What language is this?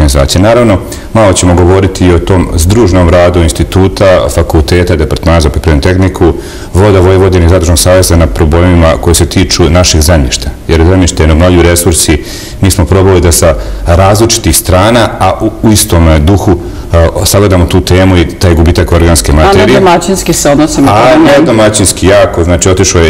Serbian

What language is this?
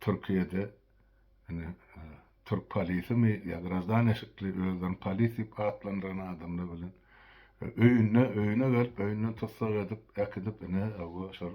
Turkmen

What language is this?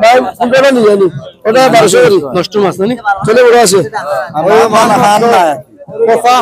Sylheti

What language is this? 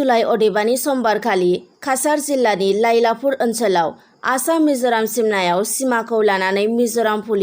Bodo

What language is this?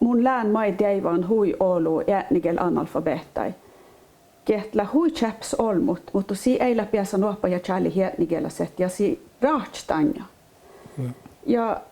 Northern Sami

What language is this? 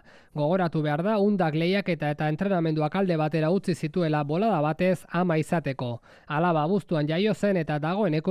Basque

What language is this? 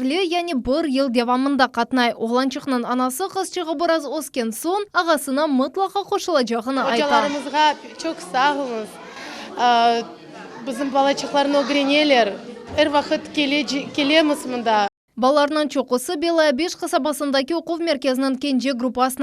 Crimean Tatar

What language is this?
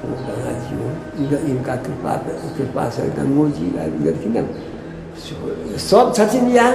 Maithili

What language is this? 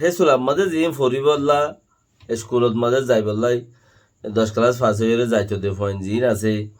Rohingya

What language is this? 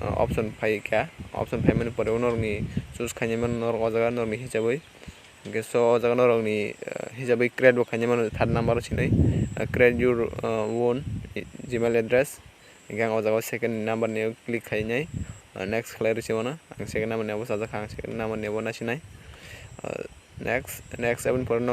Kok Borok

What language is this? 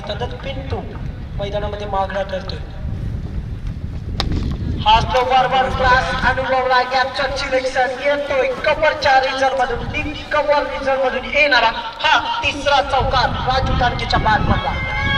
Marathi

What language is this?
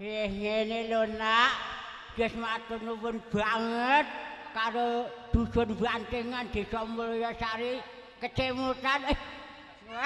Javanese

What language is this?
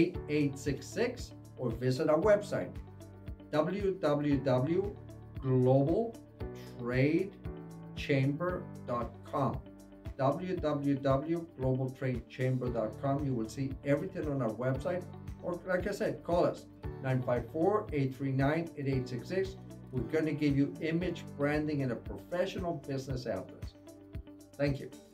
English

